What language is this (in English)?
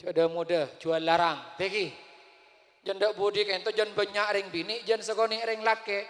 Madurese